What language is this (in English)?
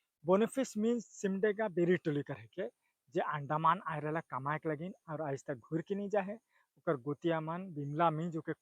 Sadri